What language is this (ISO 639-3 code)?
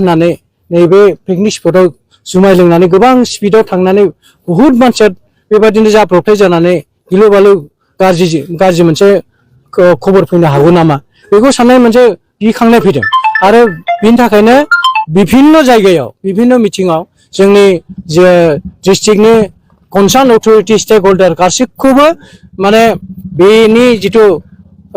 brx